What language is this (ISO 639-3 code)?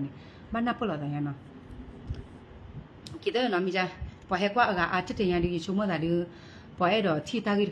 ksw